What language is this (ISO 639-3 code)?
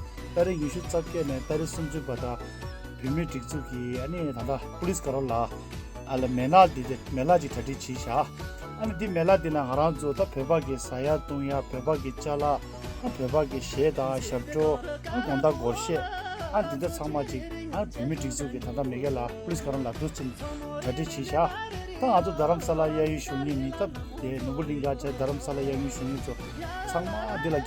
bod